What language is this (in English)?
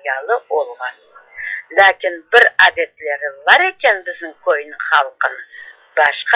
Crimean Tatar